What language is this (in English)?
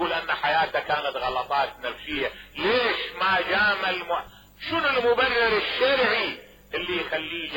Mesopotamian Arabic